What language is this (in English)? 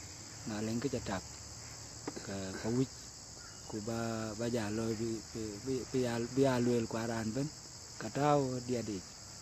Dinka